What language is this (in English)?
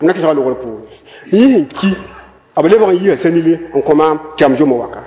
Mossi